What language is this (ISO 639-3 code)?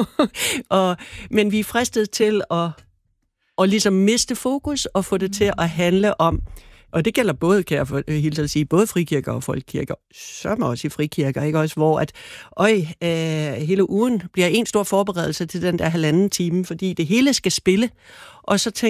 dan